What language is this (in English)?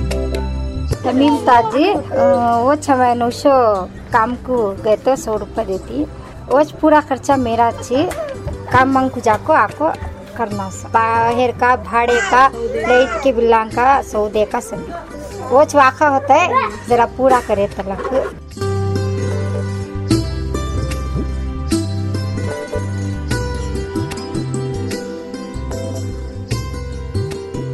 Kannada